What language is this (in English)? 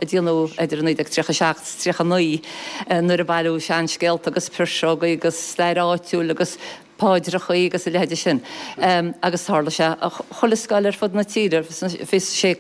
Irish